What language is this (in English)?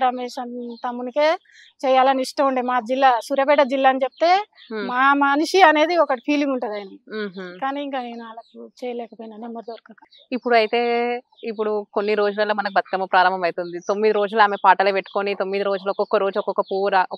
Telugu